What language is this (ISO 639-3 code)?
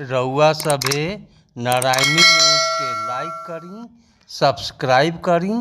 bho